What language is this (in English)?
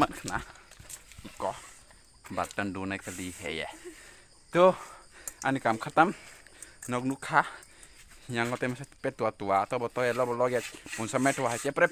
Kok Borok